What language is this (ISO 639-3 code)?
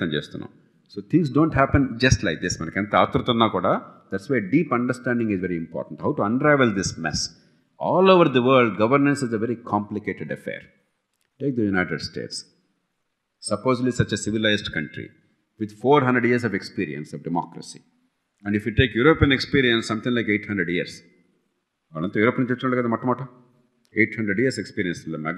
tel